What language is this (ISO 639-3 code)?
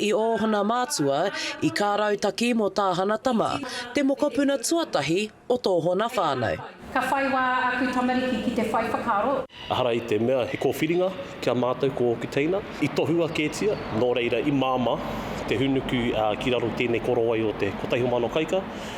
mri